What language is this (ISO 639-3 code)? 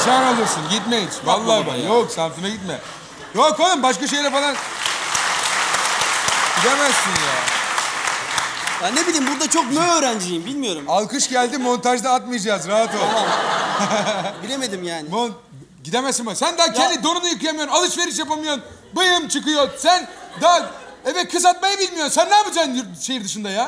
tur